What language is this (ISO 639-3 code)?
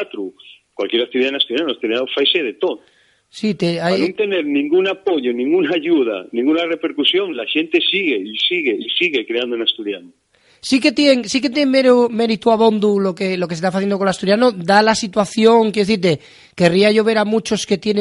ast